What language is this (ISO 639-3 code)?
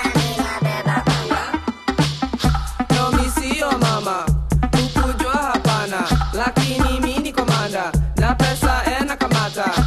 swa